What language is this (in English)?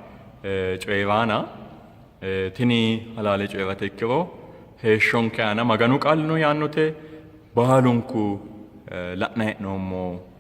Sidamo